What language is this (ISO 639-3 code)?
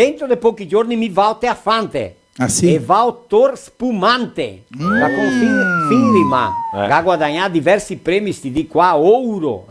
vec